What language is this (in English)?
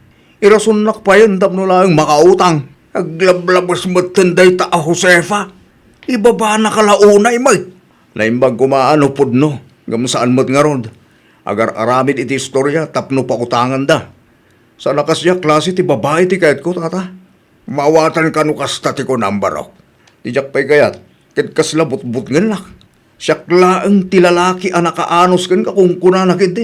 Iloko